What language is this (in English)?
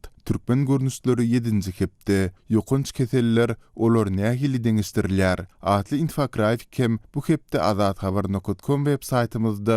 Turkmen